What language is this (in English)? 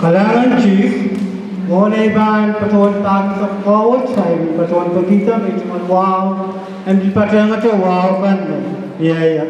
Pohnpeian